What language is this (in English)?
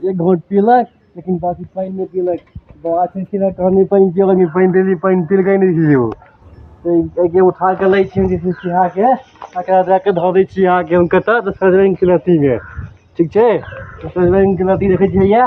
Maithili